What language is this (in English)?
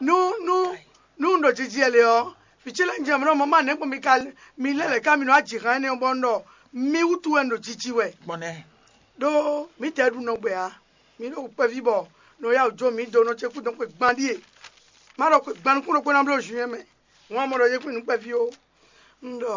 Fon